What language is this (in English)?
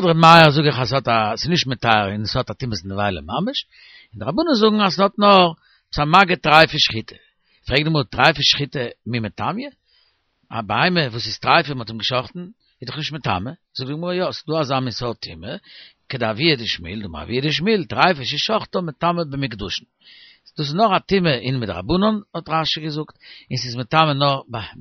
Yiddish